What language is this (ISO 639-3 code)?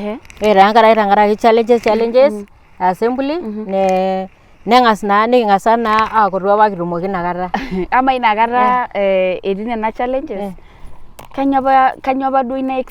mas